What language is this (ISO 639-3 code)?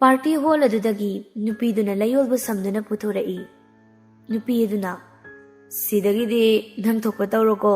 mni